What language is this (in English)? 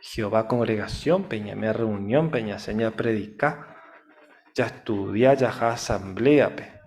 Guarani